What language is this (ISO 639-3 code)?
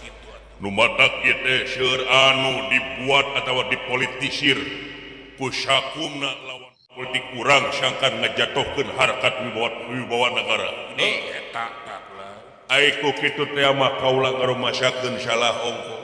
sun